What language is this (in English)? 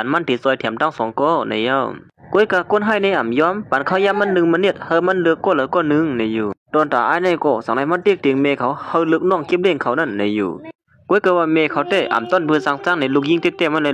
Shan